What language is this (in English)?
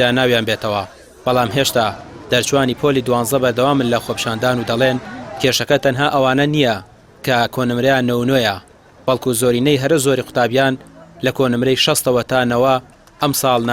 Central Kurdish